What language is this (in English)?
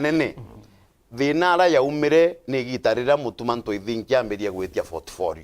Meru